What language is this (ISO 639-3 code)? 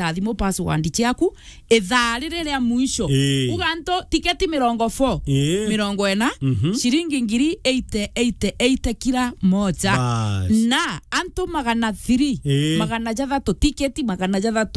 mer